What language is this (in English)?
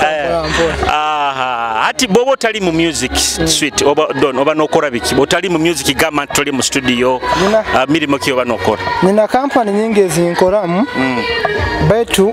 Nyoro